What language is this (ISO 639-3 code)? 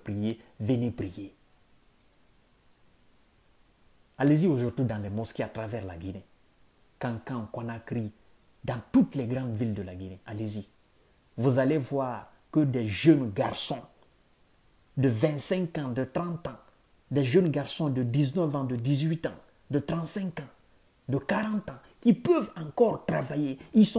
fra